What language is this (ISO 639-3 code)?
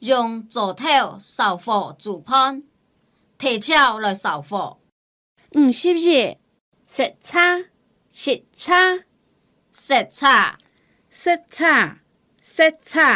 hak